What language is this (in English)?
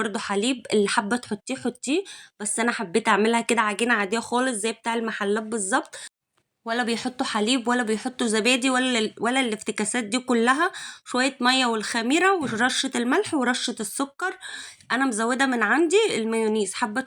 Egyptian Arabic